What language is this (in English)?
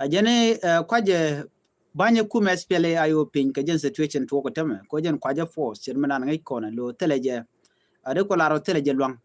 Nuer